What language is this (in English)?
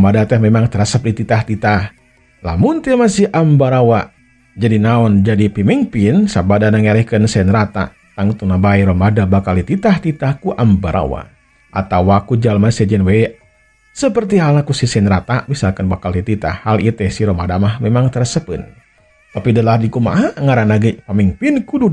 Sundanese